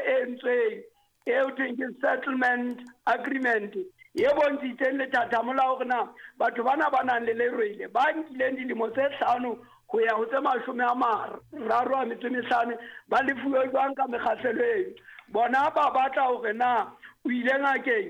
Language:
Southern Sotho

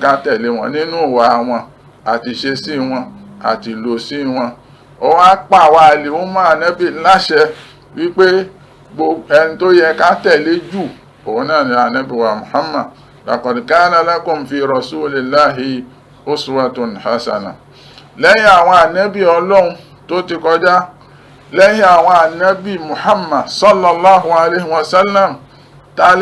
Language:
Yoruba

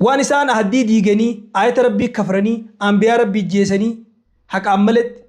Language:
Oromo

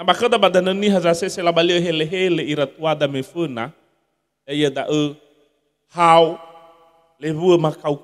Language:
Nias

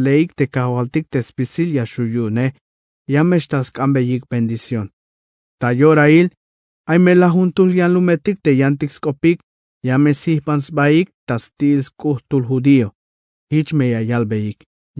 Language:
Tzeltal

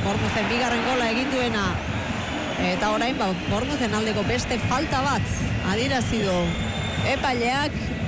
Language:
Basque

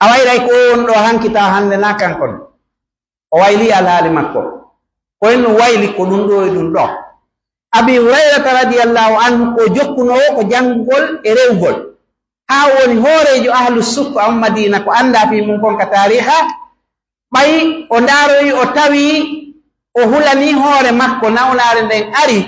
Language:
Pular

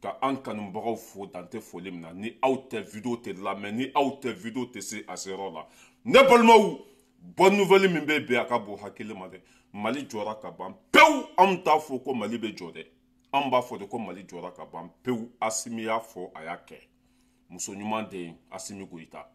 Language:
Bambara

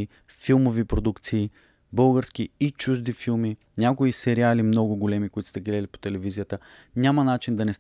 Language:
Bulgarian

